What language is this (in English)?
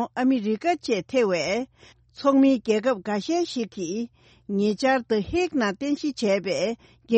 Tibetan